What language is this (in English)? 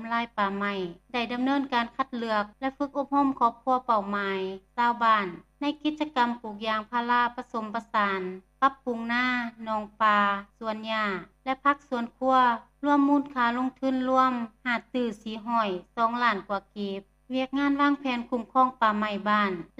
Lao